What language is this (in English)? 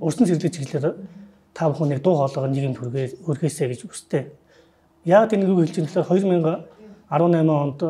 Mongolian